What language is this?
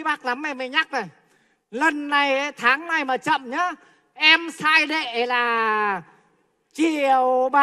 Vietnamese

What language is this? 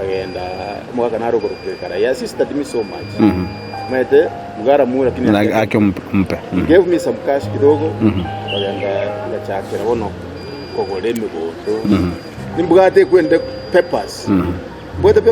Gusii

